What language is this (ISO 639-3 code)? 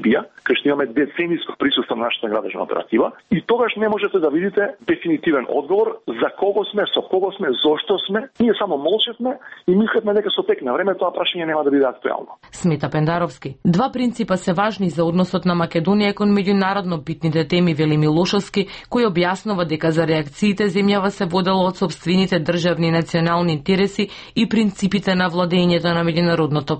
mkd